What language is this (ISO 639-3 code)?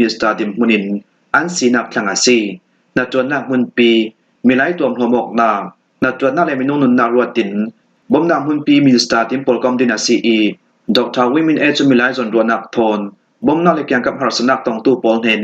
cfm